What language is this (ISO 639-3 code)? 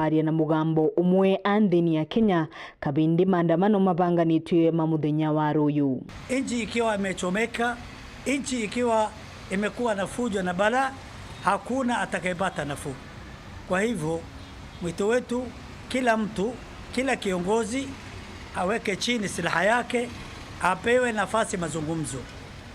mer